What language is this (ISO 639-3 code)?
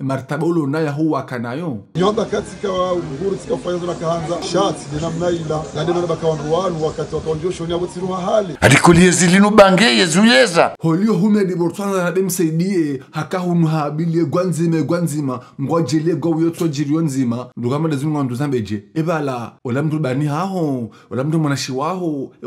zdj